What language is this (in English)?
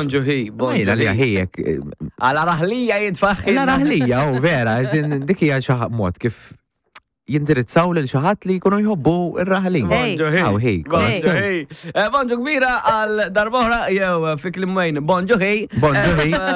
Maltese